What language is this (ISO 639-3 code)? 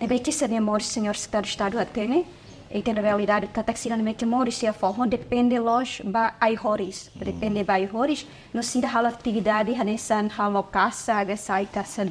tet